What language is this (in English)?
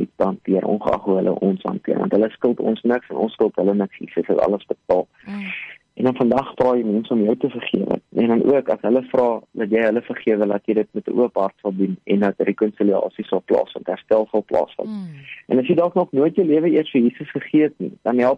Afrikaans